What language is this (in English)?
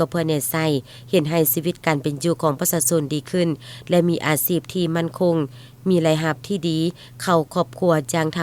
Lao